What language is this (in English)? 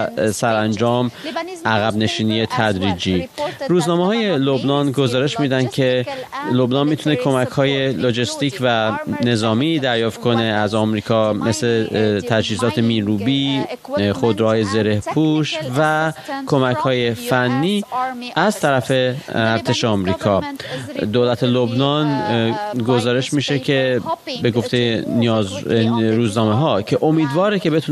Persian